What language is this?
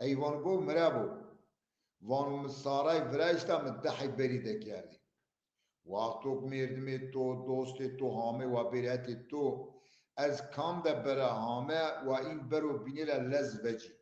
Zaza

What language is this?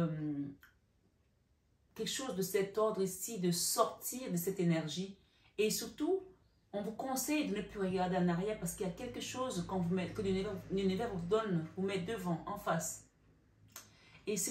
French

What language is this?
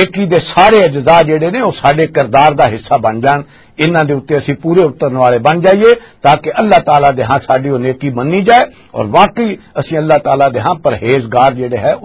Western Panjabi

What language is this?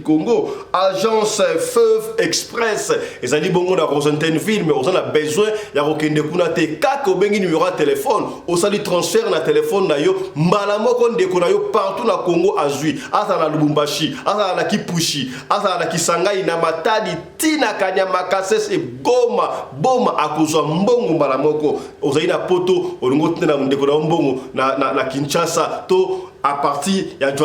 Lingala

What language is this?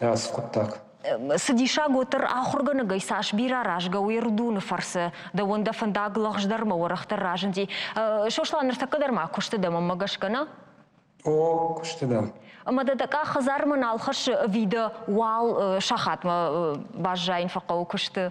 Ossetic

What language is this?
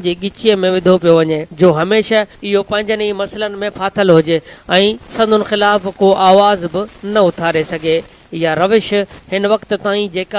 Sindhi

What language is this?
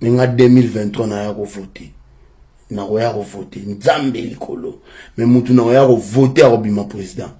Lingala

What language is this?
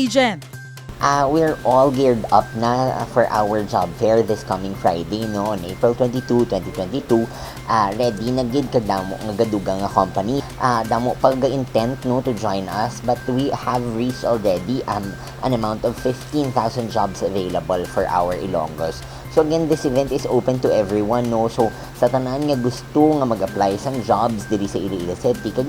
Hiligaynon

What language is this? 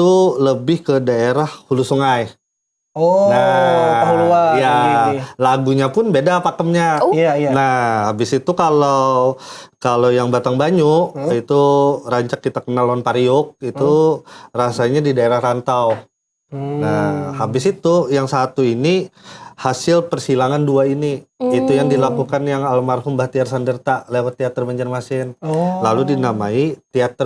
Banjar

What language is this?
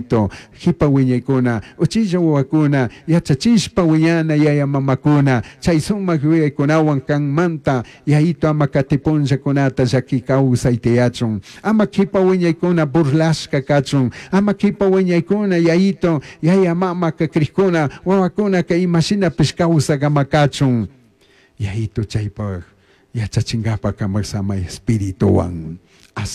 Chimborazo Highland Quichua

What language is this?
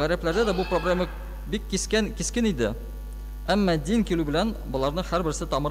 Tatar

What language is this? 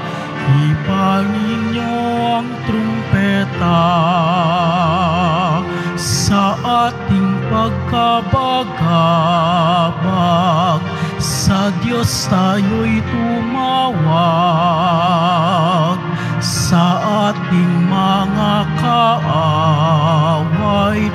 Filipino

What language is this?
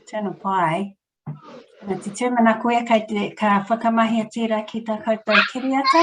Māori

